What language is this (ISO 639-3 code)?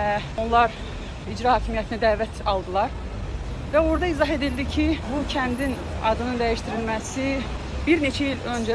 aze